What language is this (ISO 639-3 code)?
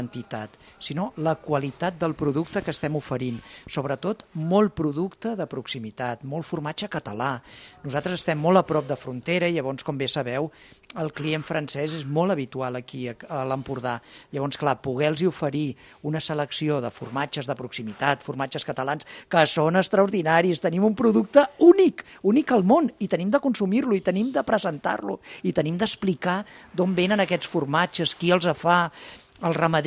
cat